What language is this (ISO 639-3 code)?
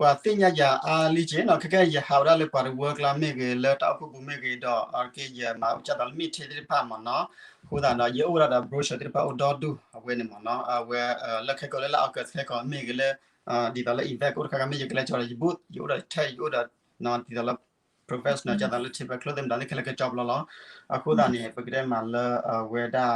ksw